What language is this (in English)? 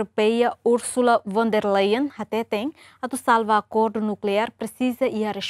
Tetum